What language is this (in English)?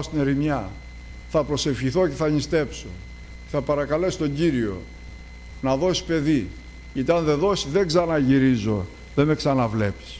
Greek